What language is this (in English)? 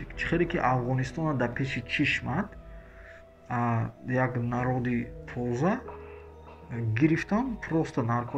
Tajik